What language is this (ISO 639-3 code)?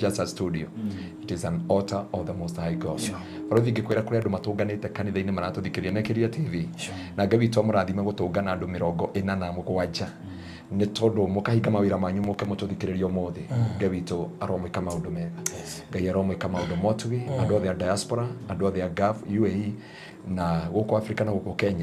kik